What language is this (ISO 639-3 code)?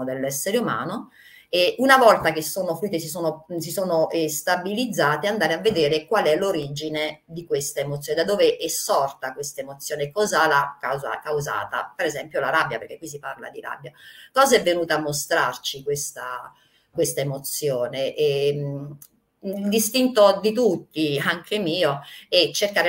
ita